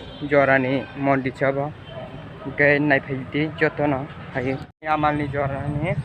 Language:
Kok Borok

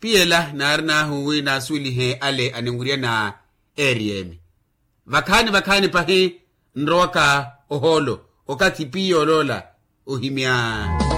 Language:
Makhuwa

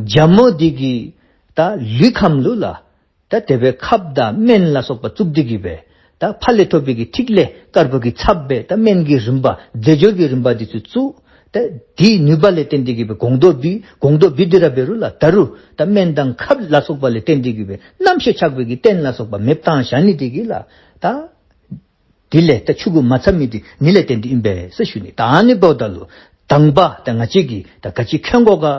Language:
Dzongkha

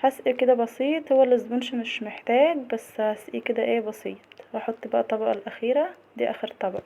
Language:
Egyptian Arabic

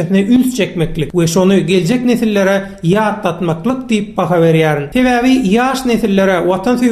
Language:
Turkmen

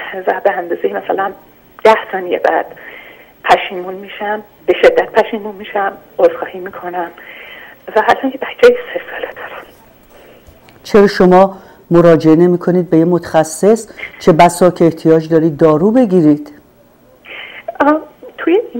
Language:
Persian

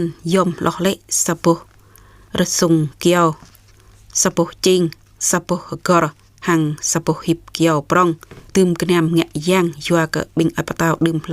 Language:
Jarai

